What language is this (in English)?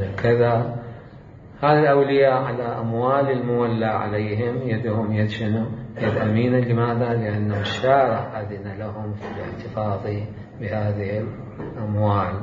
Mesopotamian Arabic